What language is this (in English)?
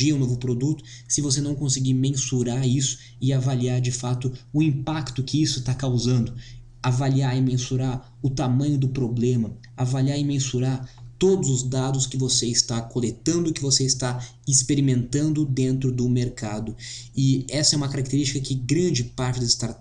Portuguese